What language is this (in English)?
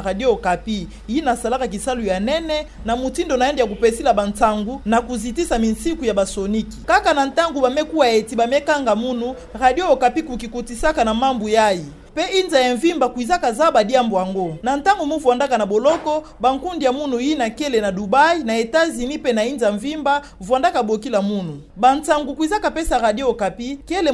Kituba (Democratic Republic of Congo)